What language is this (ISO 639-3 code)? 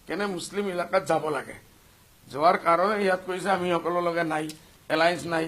asm